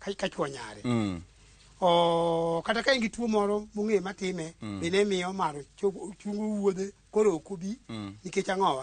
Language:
Luo (Kenya and Tanzania)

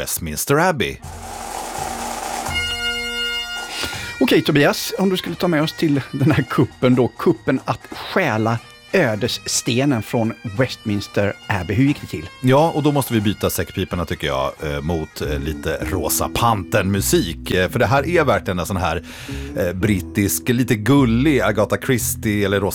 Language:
Swedish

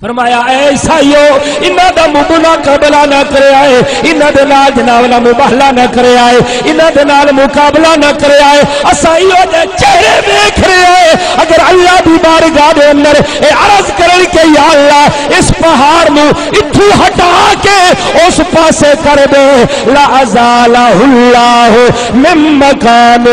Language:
Saraiki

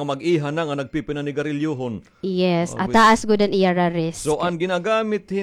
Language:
Waray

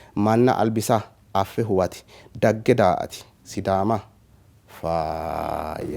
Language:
Sidamo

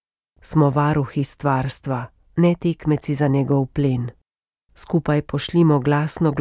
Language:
Slovenian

